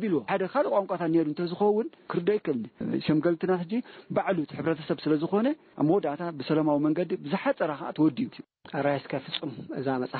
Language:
Tigrinya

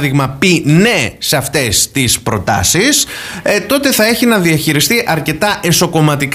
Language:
Greek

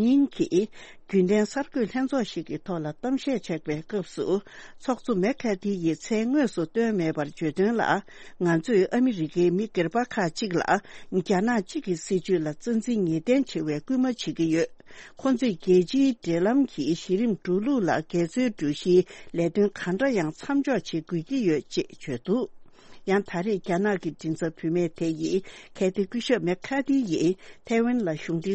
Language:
Tibetan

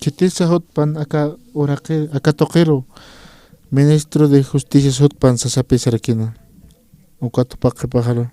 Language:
Aymara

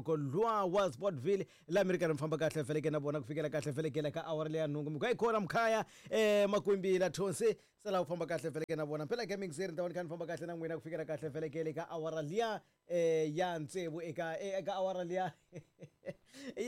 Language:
Tsonga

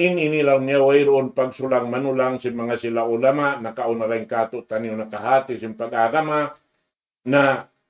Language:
Tausug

